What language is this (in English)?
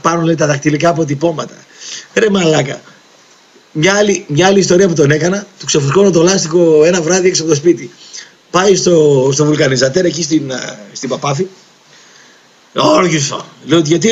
Greek